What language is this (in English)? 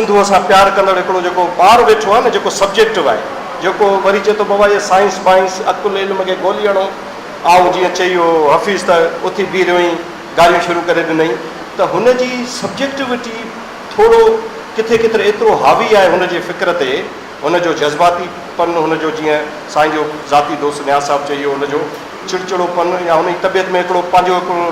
Sindhi